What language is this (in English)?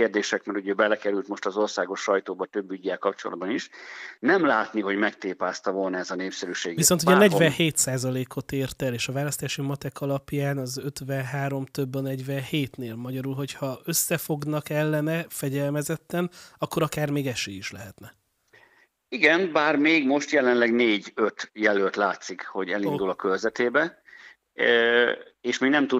Hungarian